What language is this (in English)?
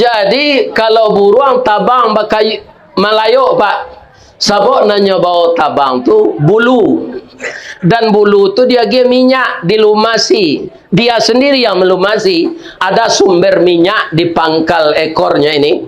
Minangkabau